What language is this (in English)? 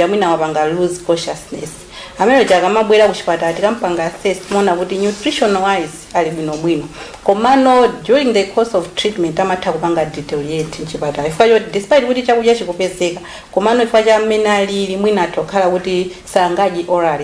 Nyanja